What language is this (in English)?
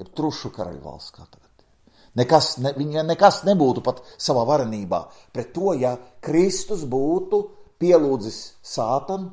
Latvian